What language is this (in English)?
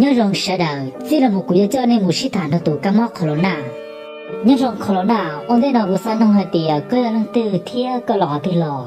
Hmong